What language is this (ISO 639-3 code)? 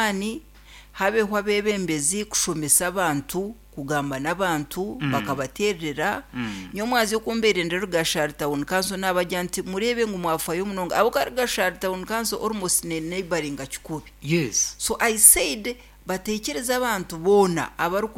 nyn